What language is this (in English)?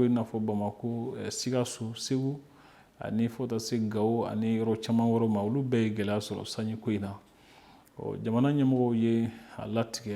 Bambara